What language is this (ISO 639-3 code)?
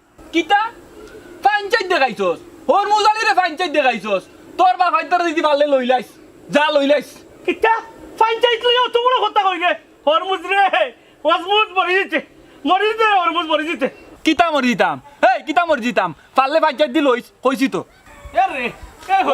syl